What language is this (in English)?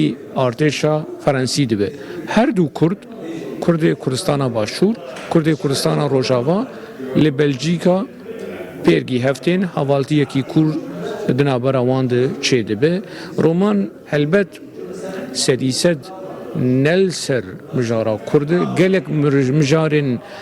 Kurdish